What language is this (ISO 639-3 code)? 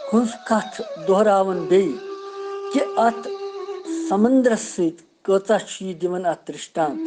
kas